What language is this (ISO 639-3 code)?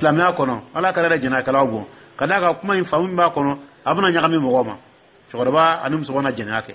dyu